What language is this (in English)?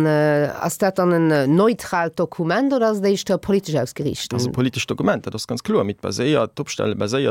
Luxembourgish